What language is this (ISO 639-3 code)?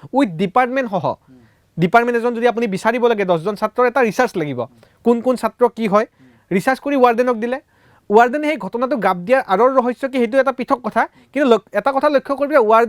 asm